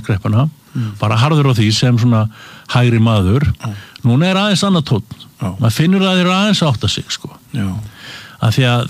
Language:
Icelandic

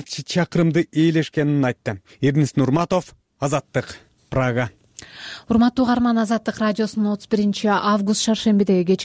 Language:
Kyrgyz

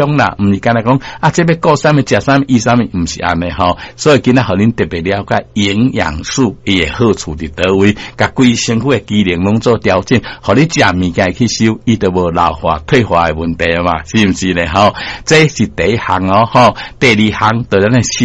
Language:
Min Nan Chinese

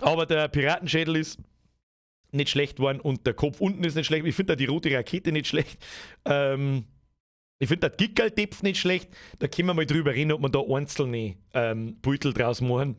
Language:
Bavarian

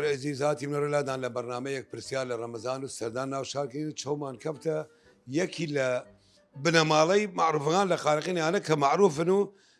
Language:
Southern Kurdish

